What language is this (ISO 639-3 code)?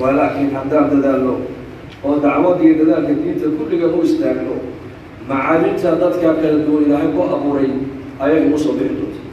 som